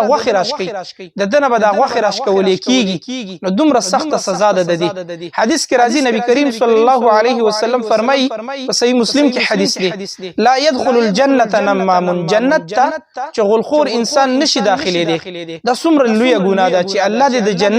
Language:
Pashto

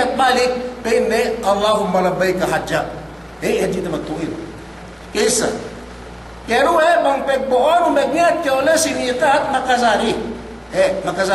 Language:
Yakan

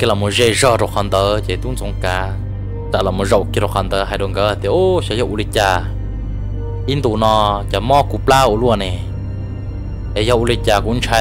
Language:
Vietnamese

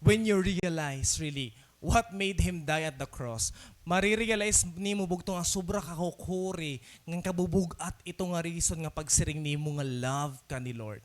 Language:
Waray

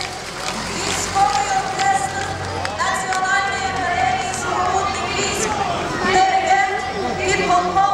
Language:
Ukrainian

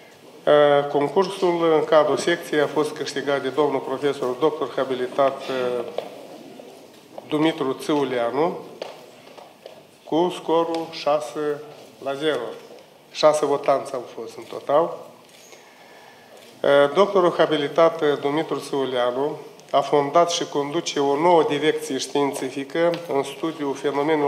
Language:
Romanian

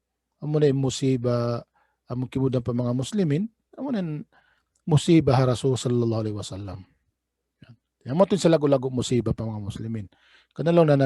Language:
Tausug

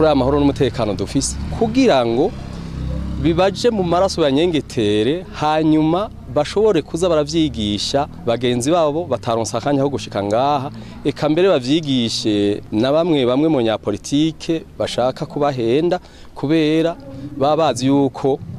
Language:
Rundi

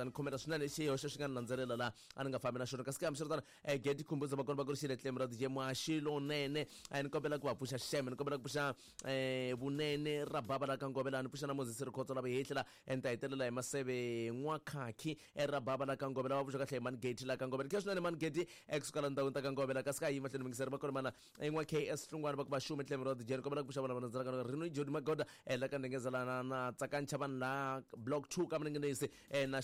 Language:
Tsonga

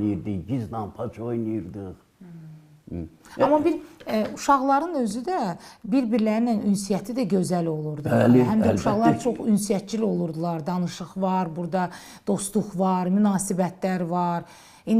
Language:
Azerbaijani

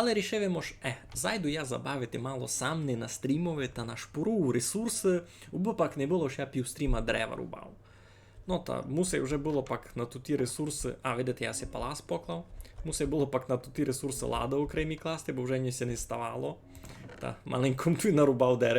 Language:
Rusyn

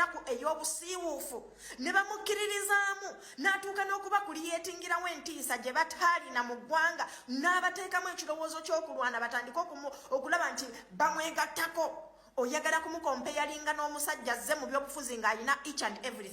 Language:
Ganda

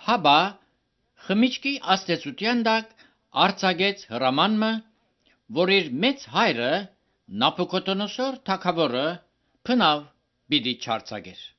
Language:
Armenian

